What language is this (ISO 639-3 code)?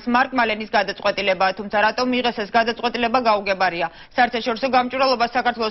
kat